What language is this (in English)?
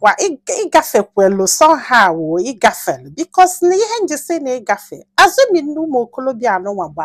Igbo